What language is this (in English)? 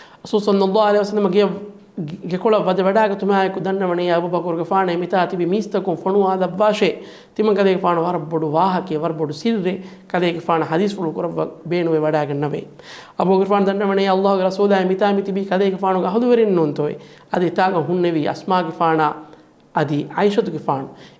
Divehi